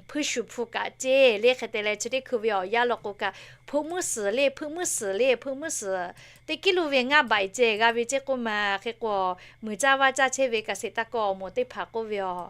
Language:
Lahu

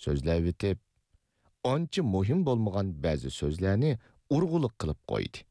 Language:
Uyghur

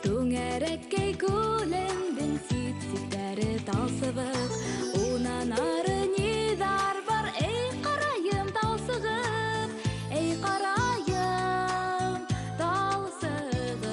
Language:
Bashkir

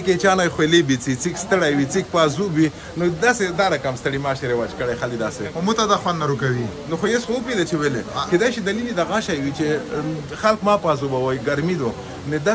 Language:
Pashto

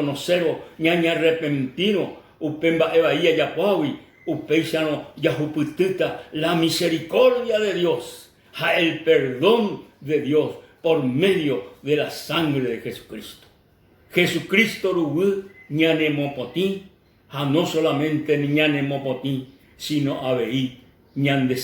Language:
Guarani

